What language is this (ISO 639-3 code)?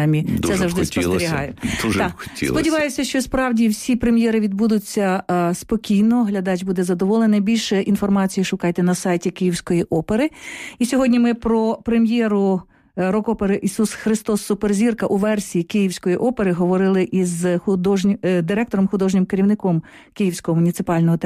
ukr